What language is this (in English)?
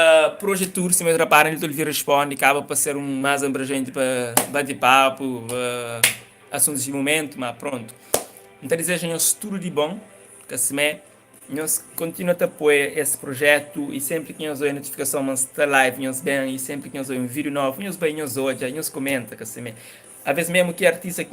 Kabuverdianu